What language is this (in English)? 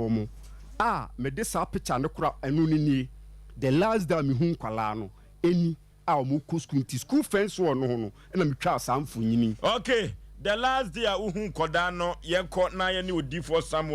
Akan